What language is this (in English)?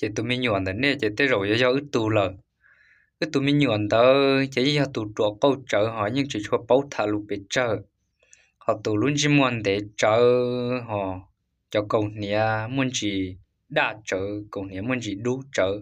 Hmong